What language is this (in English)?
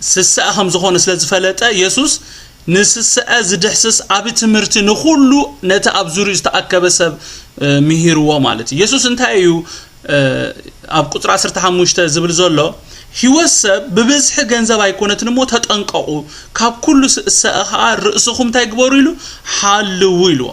Tigrinya